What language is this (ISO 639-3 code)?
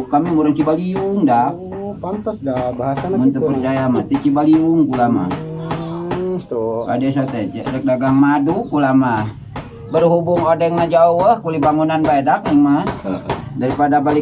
sun